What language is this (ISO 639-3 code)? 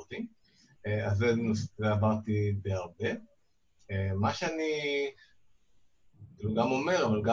heb